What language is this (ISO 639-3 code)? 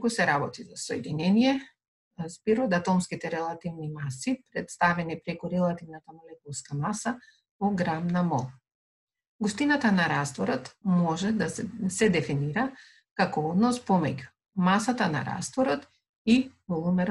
mkd